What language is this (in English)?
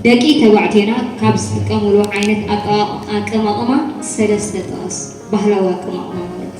Tigrinya